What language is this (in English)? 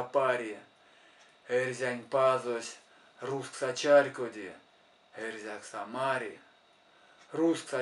Erzya